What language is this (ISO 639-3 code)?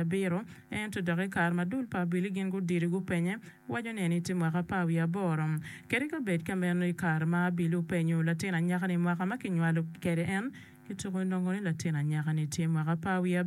ach